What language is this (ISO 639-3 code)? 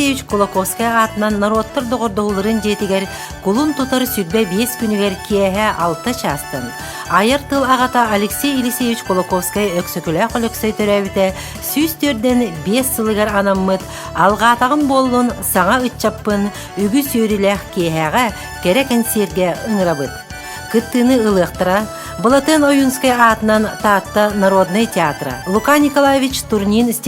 sah